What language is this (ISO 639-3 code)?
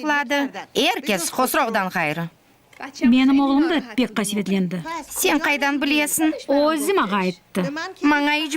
crh